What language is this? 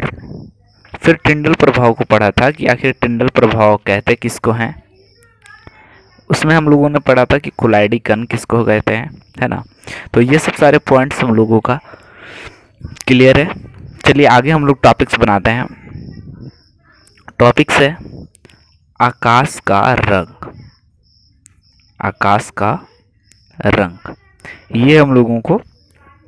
Hindi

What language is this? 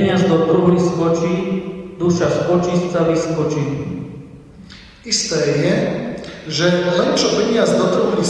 Slovak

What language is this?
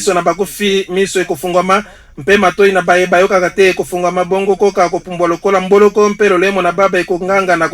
Lingala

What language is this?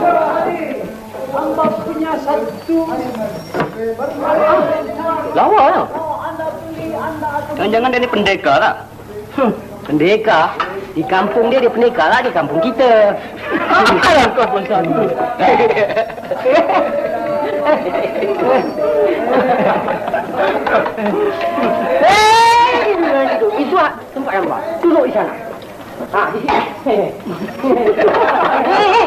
Malay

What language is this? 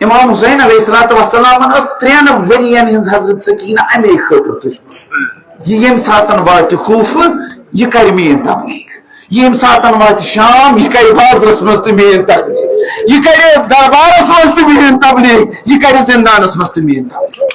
Kashmiri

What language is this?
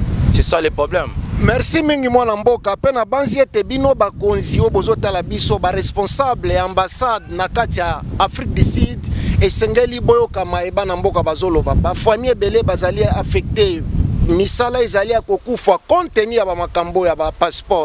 Lingala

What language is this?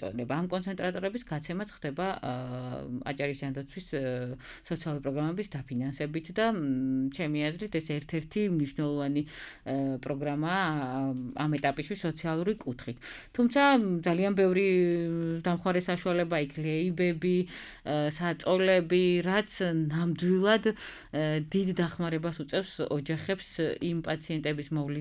Georgian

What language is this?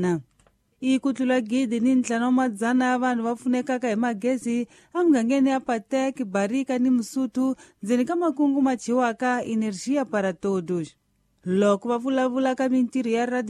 Tsonga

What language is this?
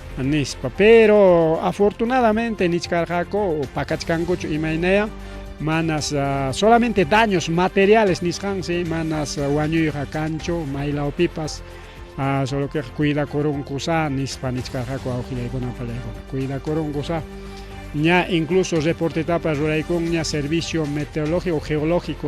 Ayacucho Quechua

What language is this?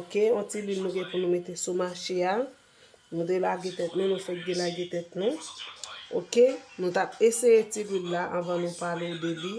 Haitian Creole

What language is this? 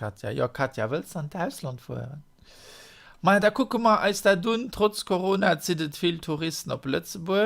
Luxembourgish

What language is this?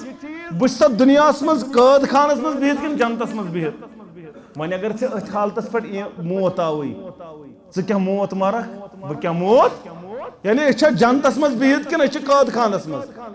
Kashmiri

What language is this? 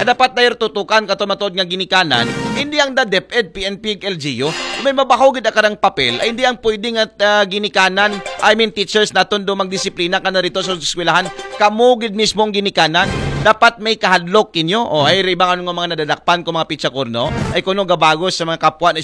Aklanon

